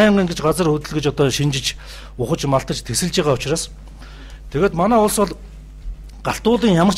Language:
Mongolian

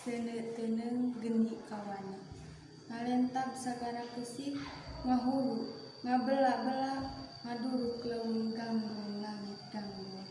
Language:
Sundanese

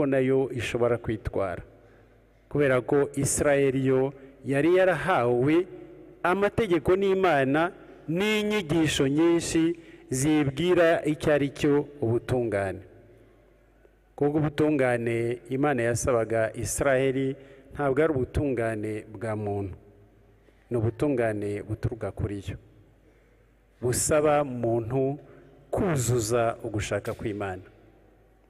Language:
Kinyarwanda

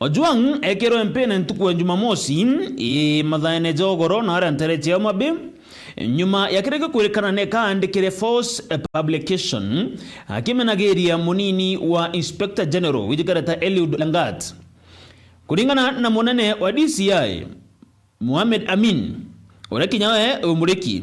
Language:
Meru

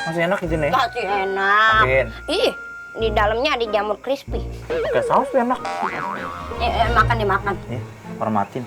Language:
Betawi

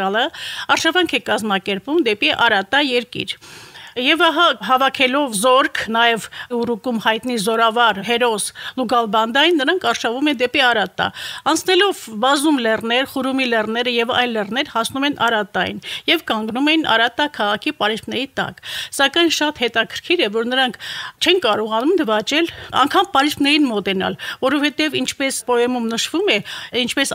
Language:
Armenian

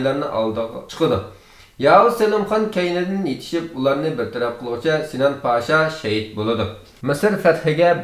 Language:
Uyghur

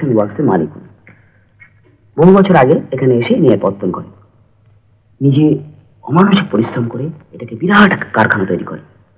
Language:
Bangla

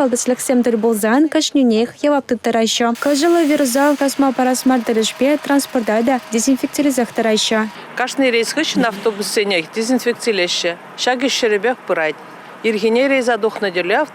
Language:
Chuvash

